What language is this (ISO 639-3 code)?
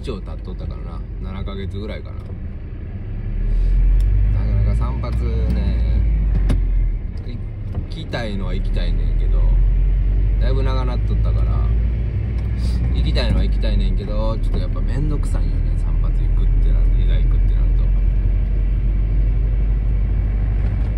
jpn